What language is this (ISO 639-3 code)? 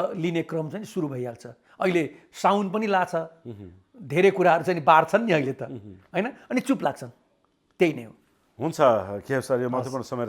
nep